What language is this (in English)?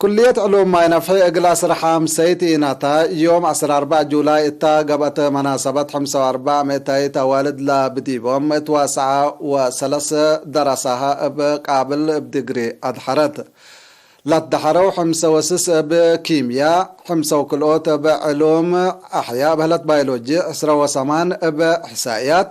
Tigre